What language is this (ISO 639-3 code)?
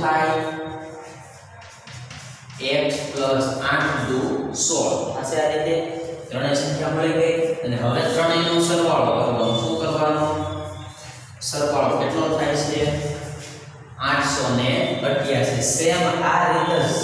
guj